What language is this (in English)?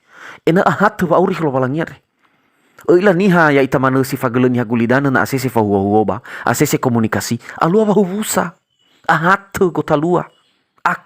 Nias